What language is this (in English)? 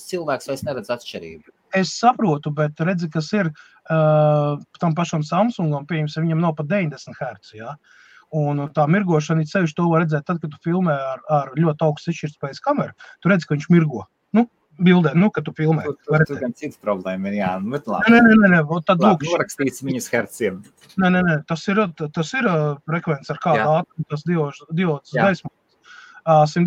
Latvian